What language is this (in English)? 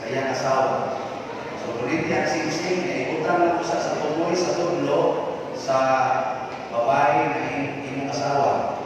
Cebuano